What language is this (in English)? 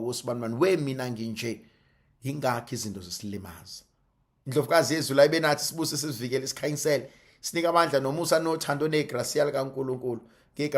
Zulu